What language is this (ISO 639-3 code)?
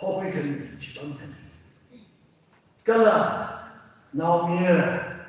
nmf